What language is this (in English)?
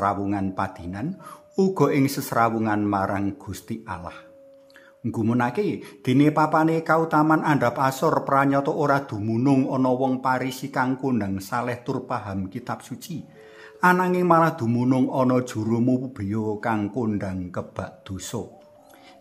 Javanese